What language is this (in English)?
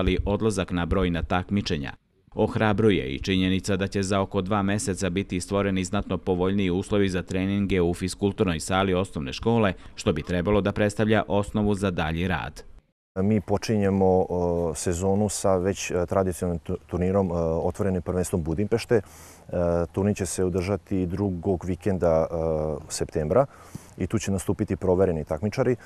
Serbian